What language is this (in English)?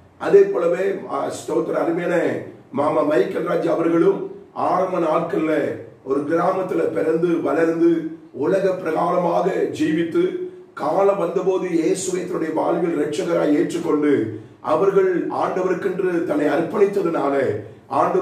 Tamil